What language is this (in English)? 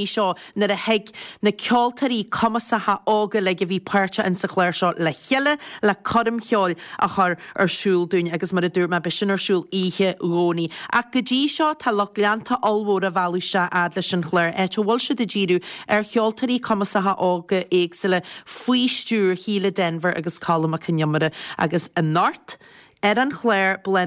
Irish